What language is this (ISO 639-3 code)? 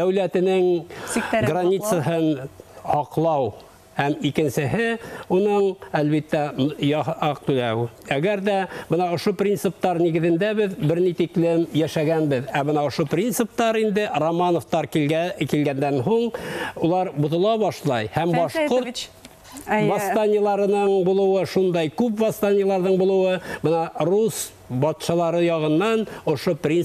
bak